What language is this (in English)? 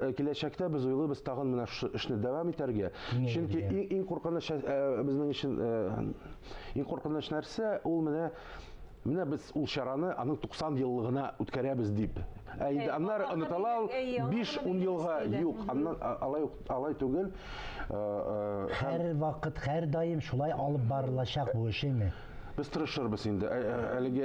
Tatar